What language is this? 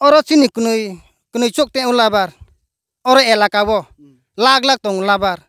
Riang (India)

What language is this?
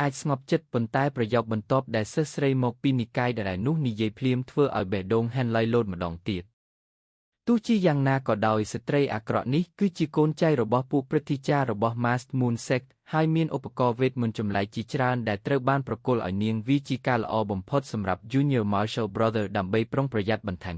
Khmer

